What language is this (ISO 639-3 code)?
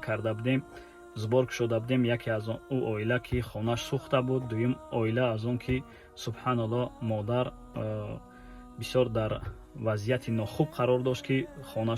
tgk